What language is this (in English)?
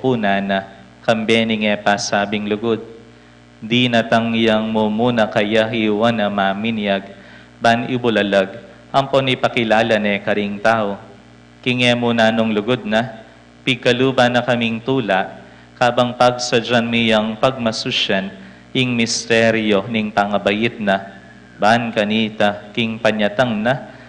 Pampanga